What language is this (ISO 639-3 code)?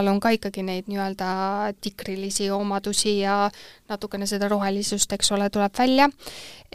est